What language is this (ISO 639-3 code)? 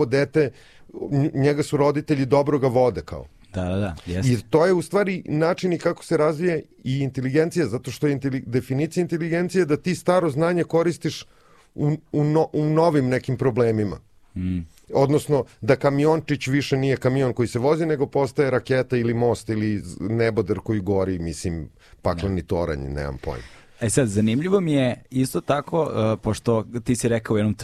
srp